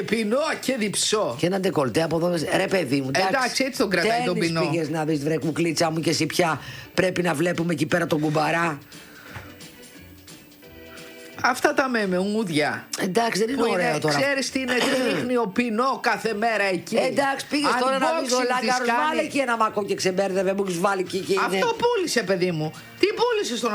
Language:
Greek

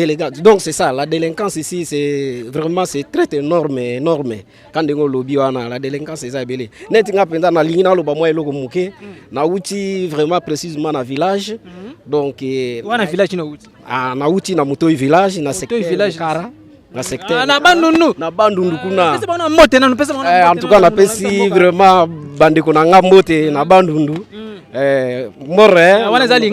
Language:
Lingala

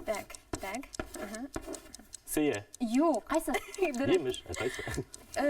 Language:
Bashkir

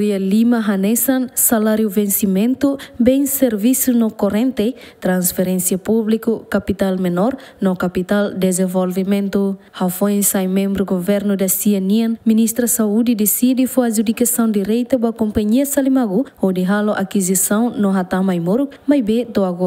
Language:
Tetum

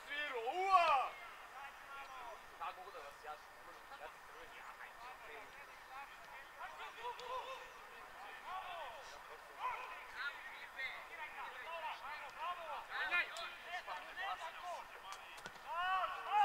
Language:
Serbian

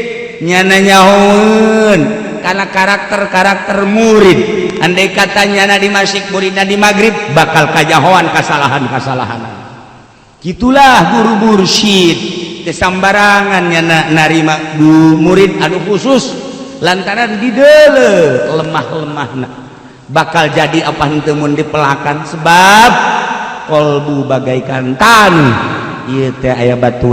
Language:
Sundanese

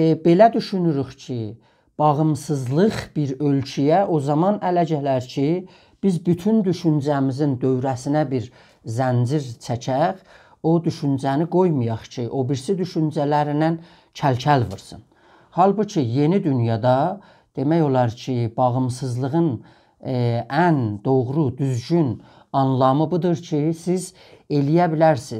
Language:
South Azerbaijani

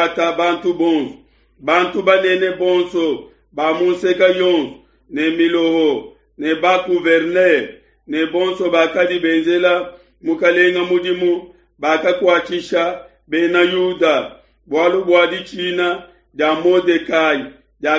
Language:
Luba-Lulua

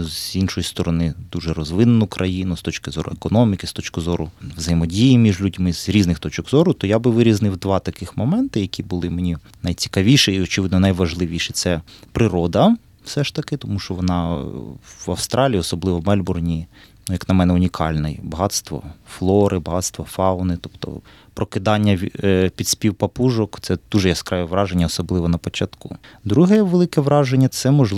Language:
Ukrainian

